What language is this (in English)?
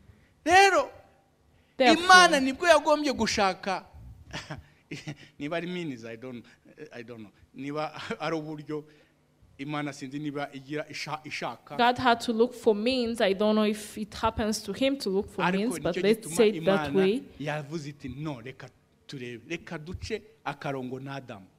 Kinyarwanda